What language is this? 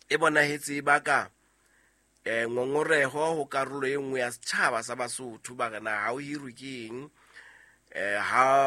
Southern Sotho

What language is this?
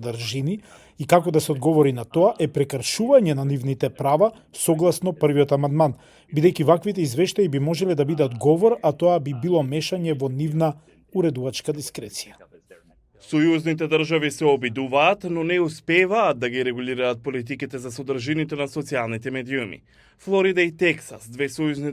Macedonian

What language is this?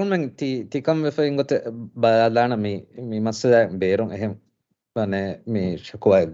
Divehi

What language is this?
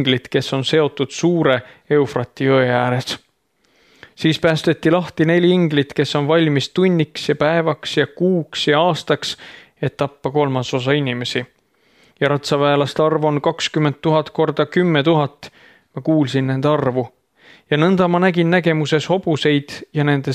Estonian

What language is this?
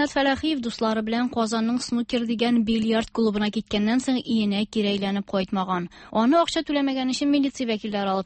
Tatar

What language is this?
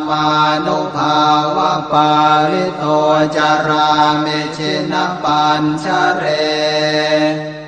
Pali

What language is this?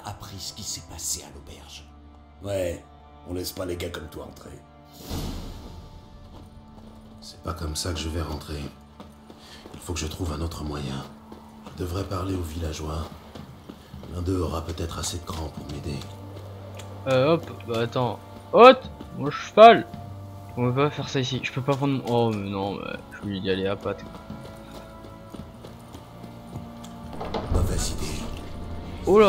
French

